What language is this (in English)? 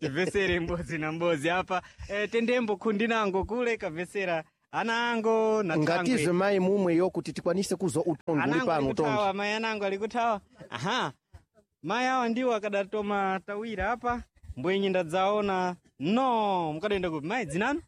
Sena